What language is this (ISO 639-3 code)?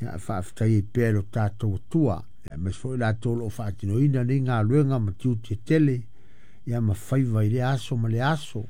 smo